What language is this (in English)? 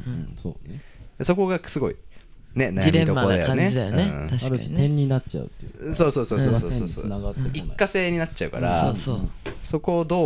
Japanese